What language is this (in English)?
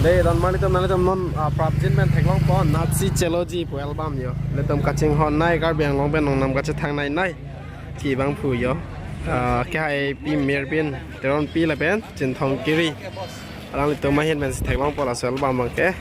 Karbi